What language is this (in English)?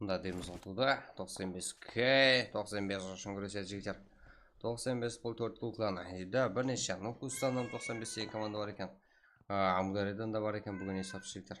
Kara-Kalpak